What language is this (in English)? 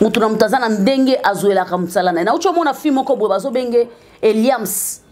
Lingala